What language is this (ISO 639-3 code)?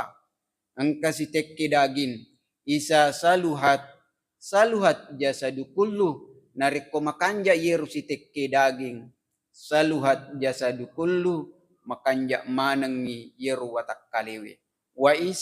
bug